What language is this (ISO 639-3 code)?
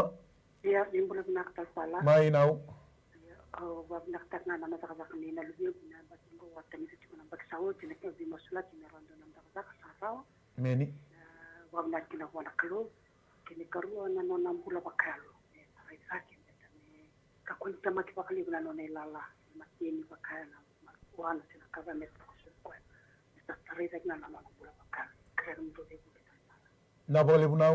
fij